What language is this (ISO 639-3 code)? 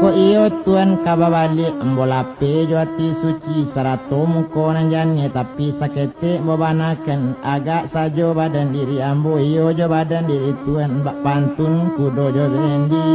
min